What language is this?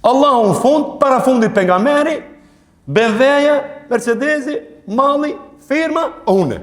Albanian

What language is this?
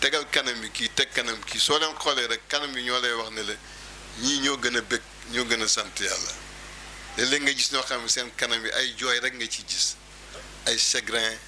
Wolof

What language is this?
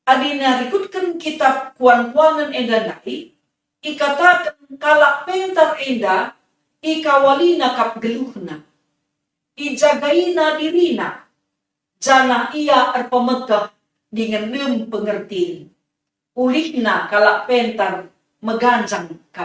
Batak Karo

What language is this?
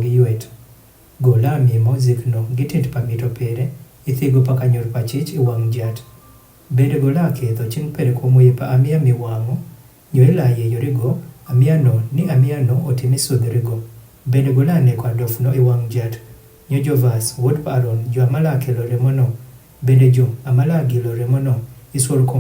Adhola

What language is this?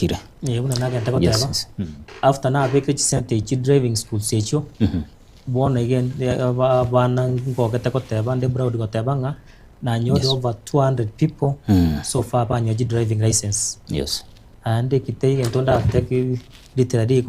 Gusii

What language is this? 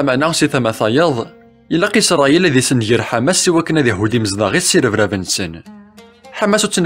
Kabyle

